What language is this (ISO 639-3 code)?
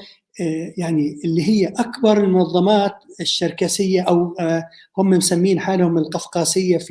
apc